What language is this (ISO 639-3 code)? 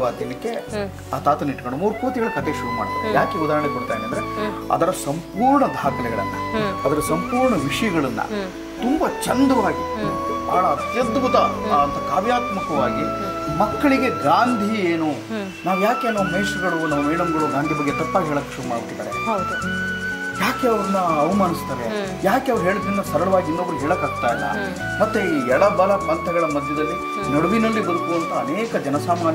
kan